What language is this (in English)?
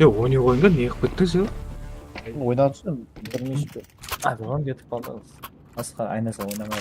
Kara-Kalpak